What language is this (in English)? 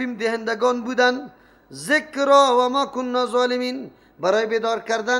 Persian